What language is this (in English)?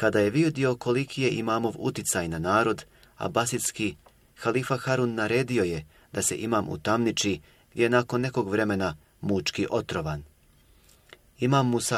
Bosnian